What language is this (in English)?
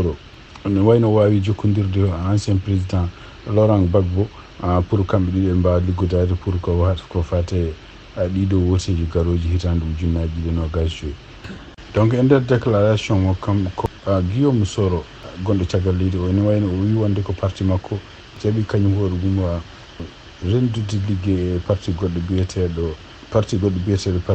Fula